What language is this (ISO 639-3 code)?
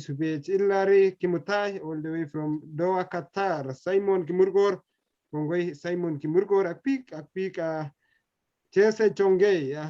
kln